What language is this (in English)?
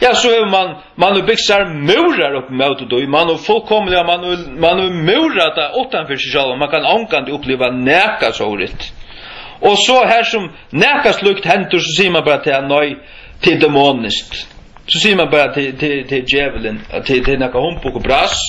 Faroese